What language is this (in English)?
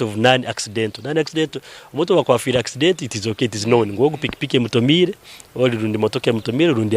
Nyankole